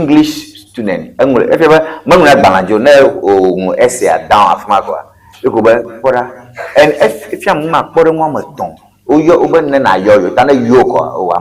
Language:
Ewe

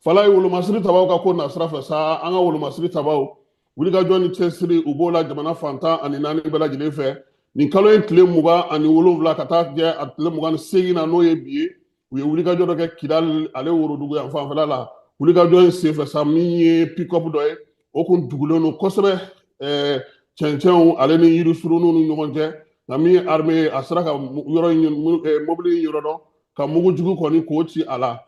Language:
Bambara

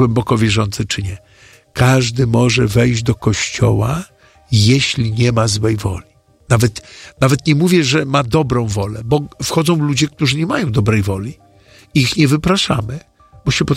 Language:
Polish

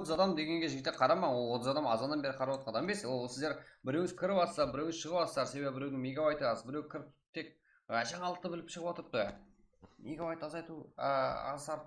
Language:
Kara-Kalpak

